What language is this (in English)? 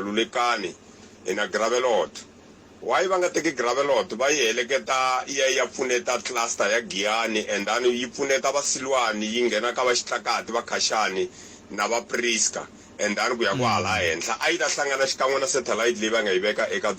Tsonga